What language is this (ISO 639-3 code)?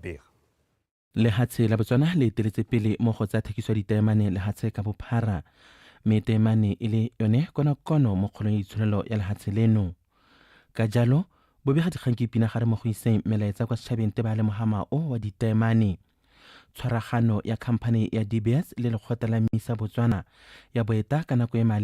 tsn